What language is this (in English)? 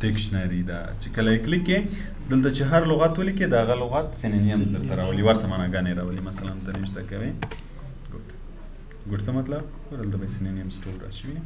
Pashto